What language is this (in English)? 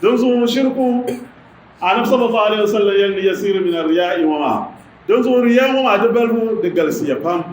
Dagbani